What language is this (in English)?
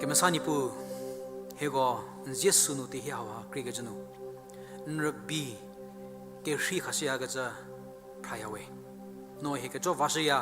Angami Naga